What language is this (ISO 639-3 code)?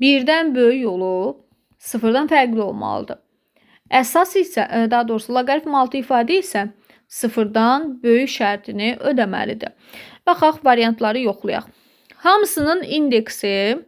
aze